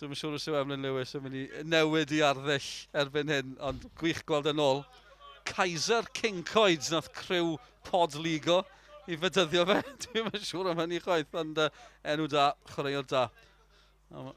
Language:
Welsh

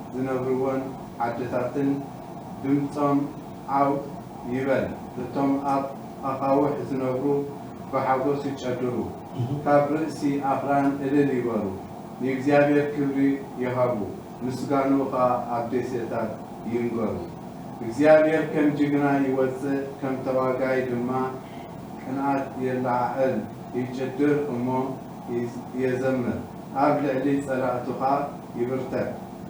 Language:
Tigrinya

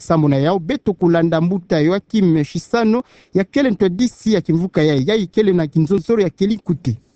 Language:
Kituba (Democratic Republic of Congo)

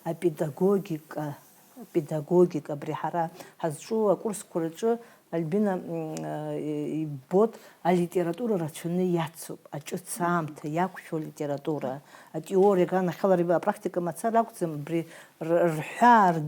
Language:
Abkhazian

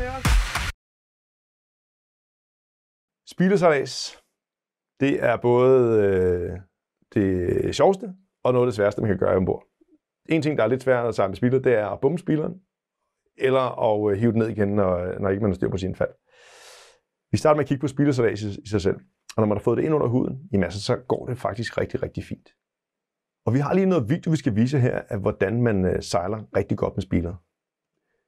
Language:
Danish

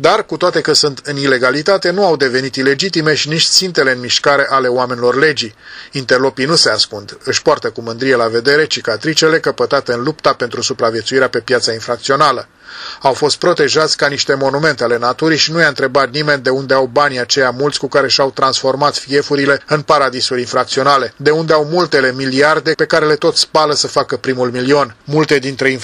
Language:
Romanian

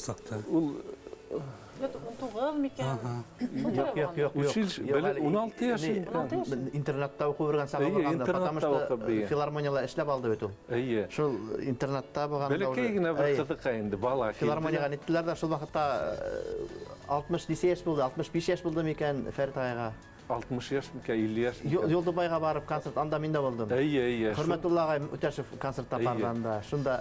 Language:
Bashkir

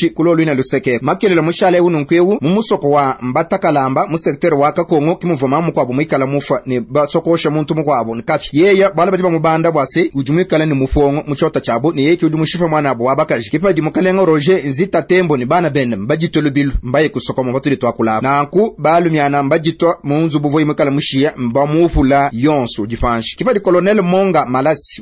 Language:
Luba-Lulua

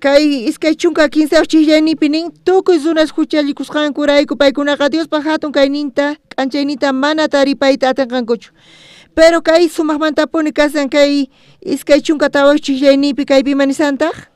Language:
South Bolivian Quechua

